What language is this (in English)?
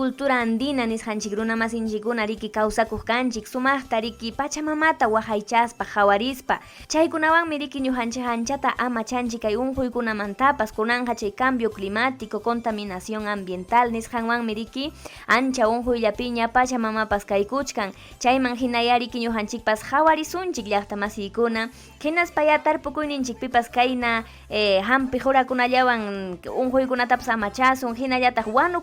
Ayacucho Quechua